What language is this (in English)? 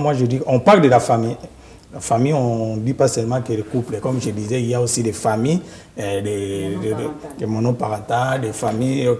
French